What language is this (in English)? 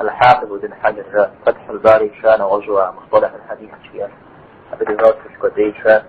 Kabardian